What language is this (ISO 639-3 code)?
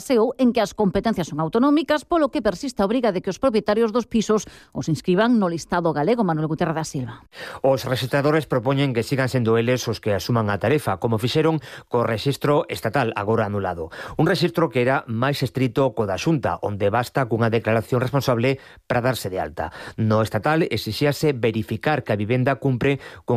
glg